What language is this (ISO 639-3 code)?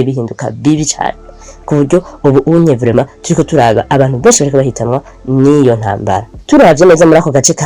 run